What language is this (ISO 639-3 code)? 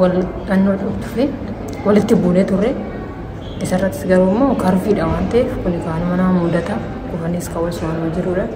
orm